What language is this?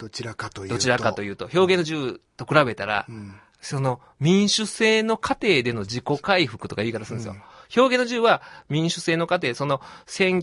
Japanese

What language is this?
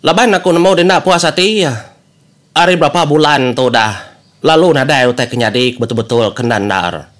Iban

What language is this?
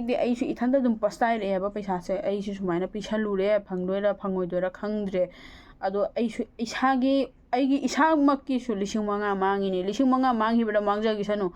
Manipuri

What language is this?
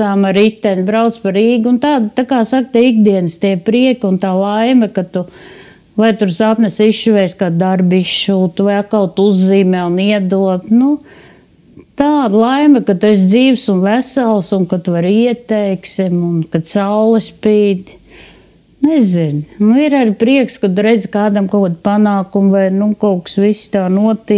Latvian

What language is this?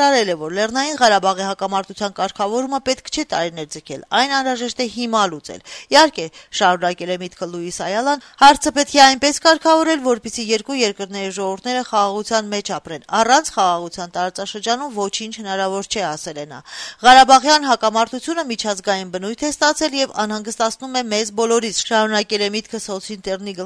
Armenian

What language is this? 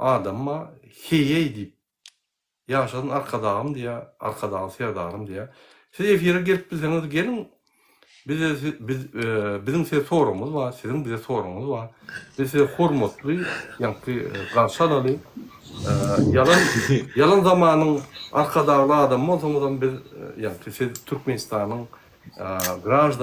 Turkmen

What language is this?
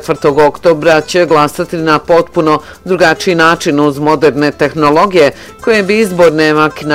Bosnian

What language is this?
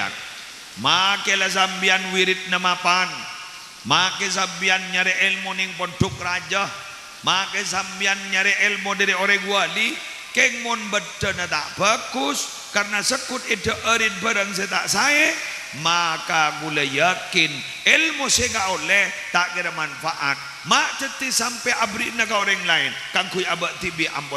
Madurese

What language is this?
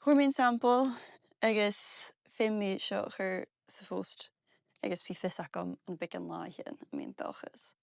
Scottish Gaelic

